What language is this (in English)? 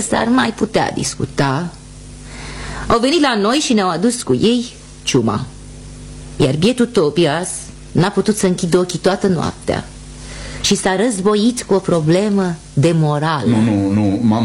Romanian